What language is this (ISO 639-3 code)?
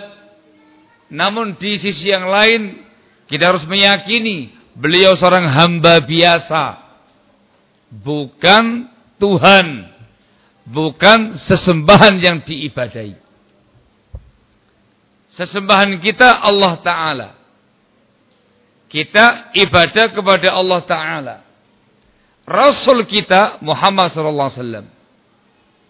ind